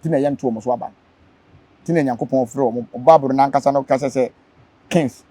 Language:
Akan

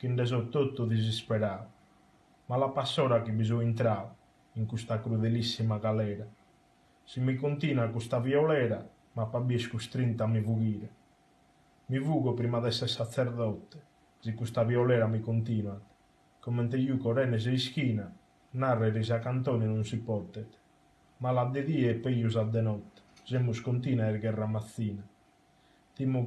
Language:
Sardinian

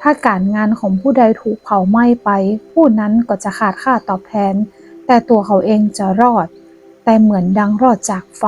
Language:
Northern Thai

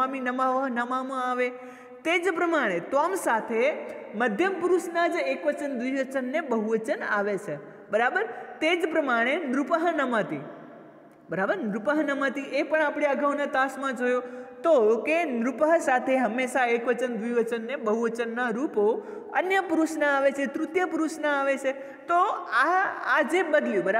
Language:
Gujarati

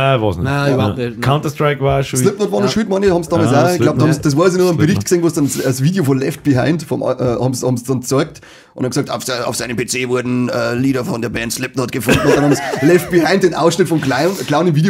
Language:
Bavarian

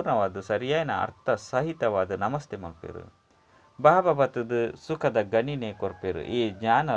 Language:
Tulu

